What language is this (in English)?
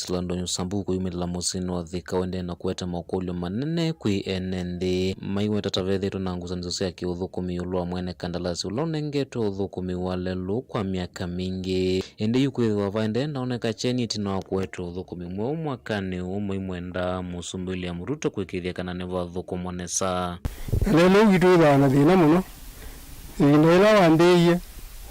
Kamba